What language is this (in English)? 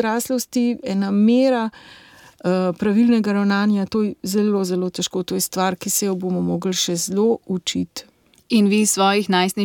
Slovenian